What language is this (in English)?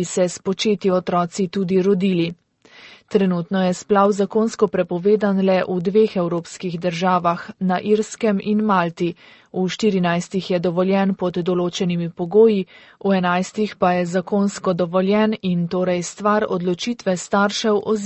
Slovenian